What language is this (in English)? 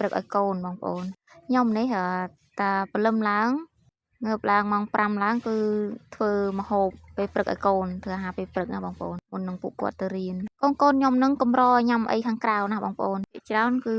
Khmer